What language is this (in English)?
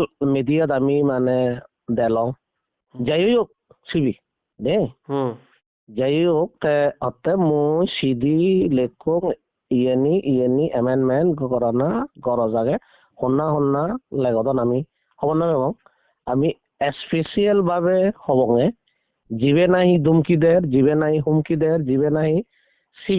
Chakma